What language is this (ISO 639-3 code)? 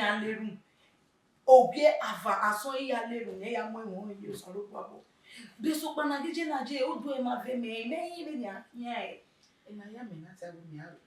bin